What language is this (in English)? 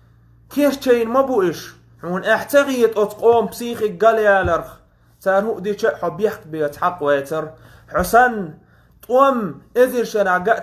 Chechen